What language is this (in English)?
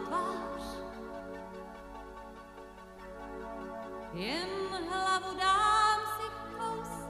Czech